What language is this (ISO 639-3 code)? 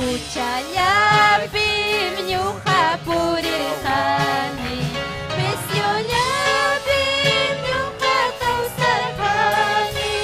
quy